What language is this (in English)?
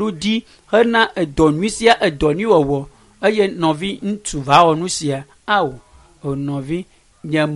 Ewe